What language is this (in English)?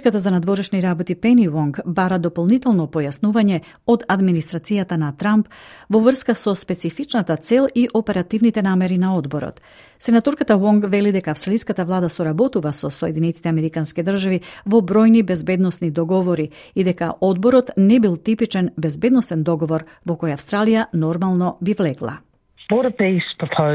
Macedonian